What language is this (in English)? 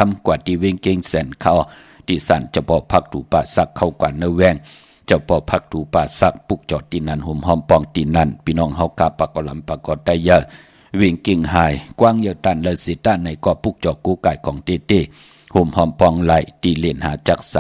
Shan